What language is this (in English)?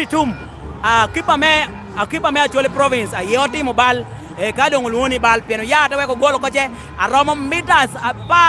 Lango (Uganda)